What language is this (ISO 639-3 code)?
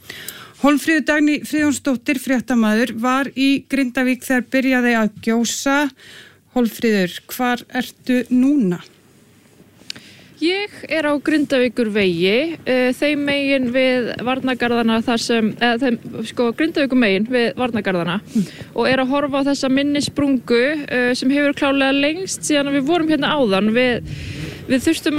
isl